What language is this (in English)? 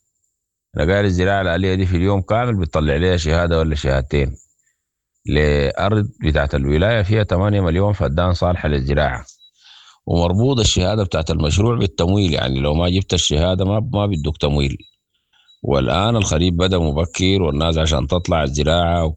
Sudanese Arabic